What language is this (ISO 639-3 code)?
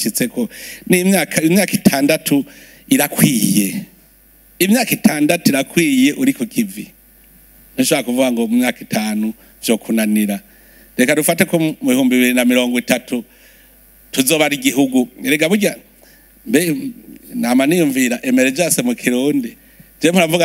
run